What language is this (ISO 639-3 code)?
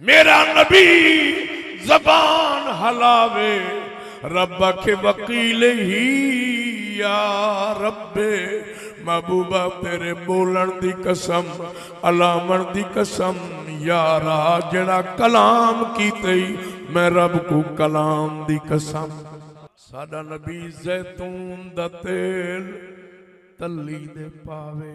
skr